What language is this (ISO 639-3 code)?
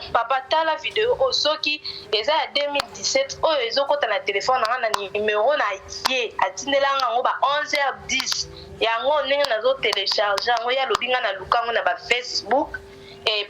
lin